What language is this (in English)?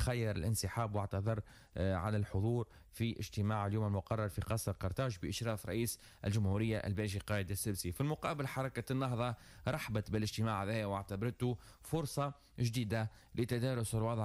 Tunisian Arabic